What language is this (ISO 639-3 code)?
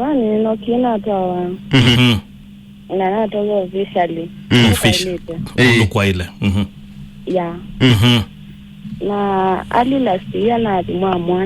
kam